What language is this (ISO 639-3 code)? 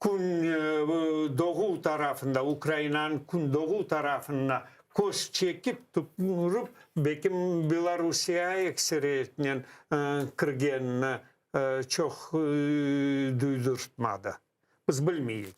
crh